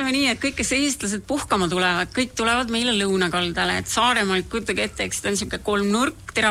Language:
Estonian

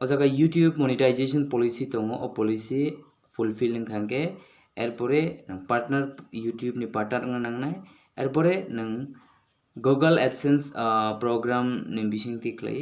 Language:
Kok Borok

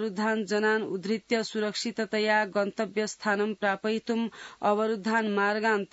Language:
Sanskrit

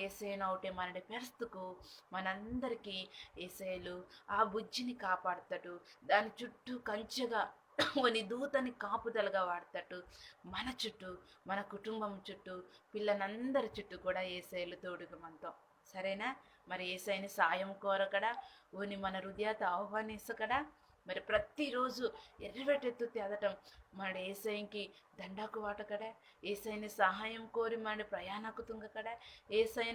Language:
Koya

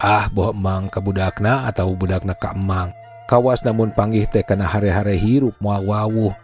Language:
Sundanese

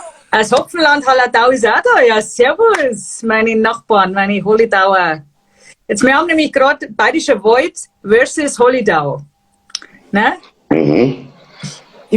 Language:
Bavarian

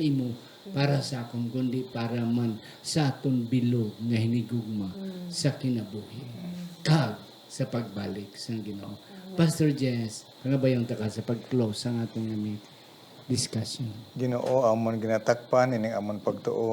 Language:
Hiligaynon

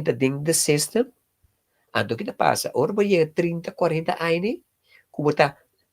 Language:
Papiamento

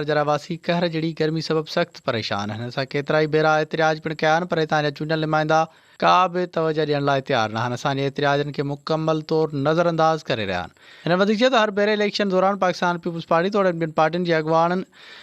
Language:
Sindhi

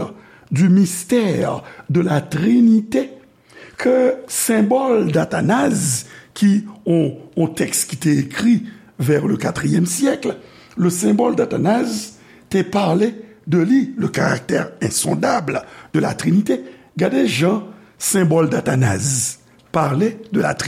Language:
Haitian Creole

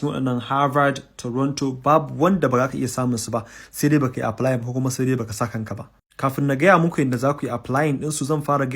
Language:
Hausa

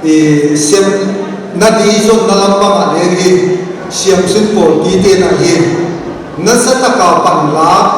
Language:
Paite Chin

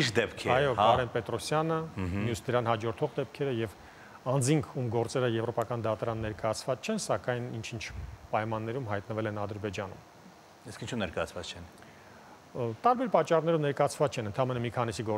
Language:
Armenian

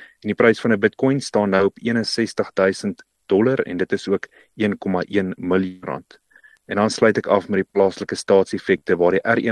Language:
Afrikaans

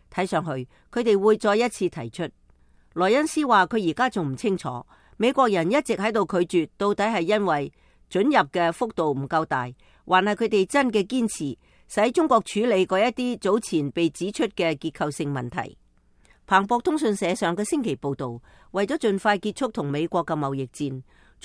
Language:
Cantonese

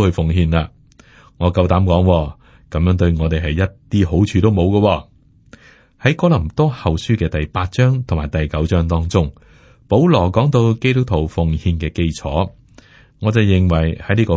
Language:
Cantonese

